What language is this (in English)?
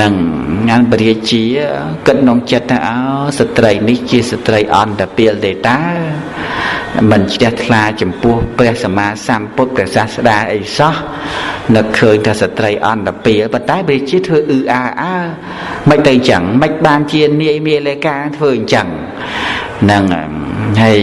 Khmer